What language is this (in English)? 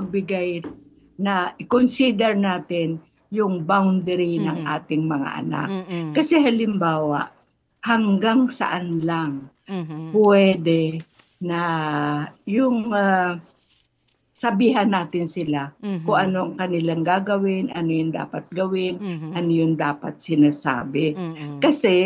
Filipino